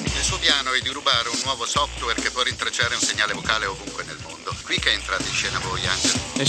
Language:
Italian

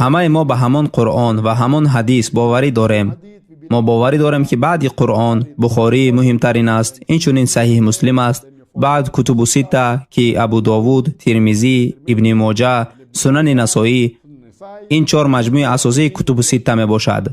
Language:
Tajik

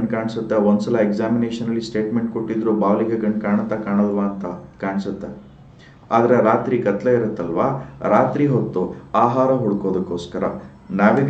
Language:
Kannada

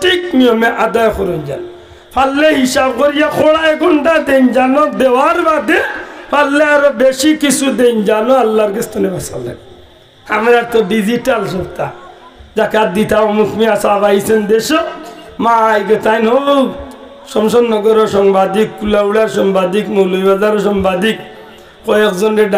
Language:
Sylheti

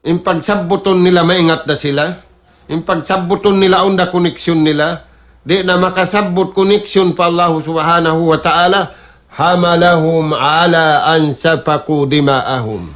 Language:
Tausug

